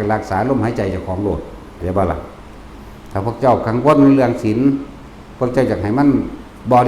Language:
Northeastern Thai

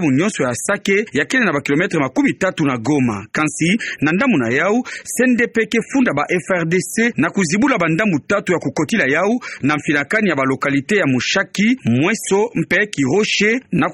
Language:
Kituba (Democratic Republic of Congo)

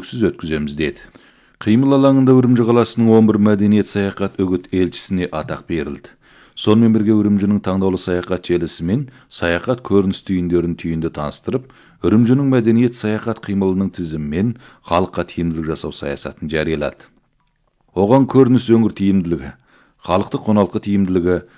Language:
Kazakh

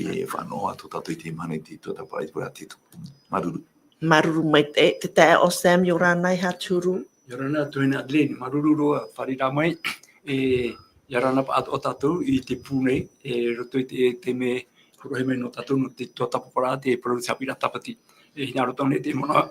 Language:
Tahitian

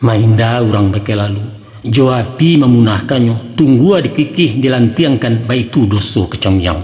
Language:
Minangkabau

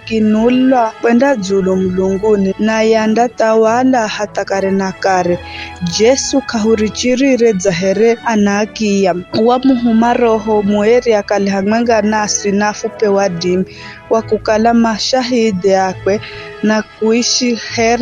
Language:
Giryama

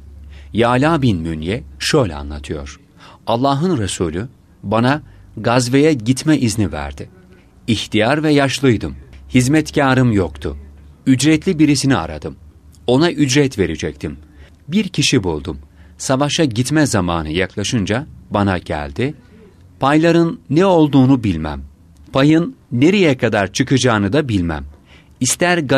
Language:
Turkish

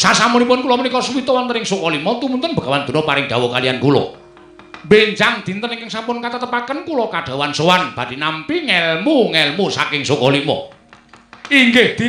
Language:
Javanese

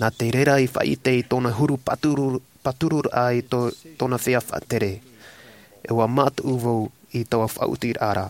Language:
Tahitian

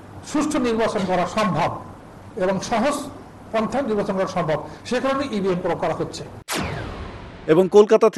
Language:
Bangla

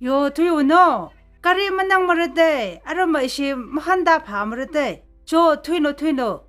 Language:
Tangkhul Naga (India)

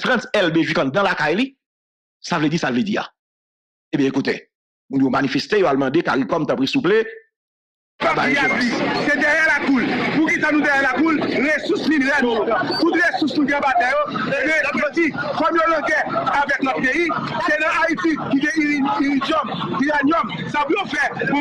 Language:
Haitian Creole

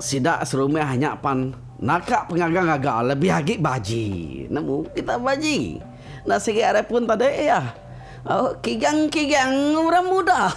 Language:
Iban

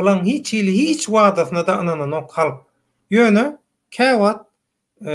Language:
Turkmen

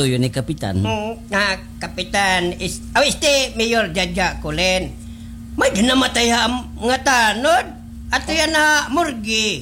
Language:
Waray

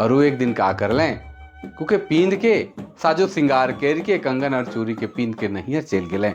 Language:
Sadri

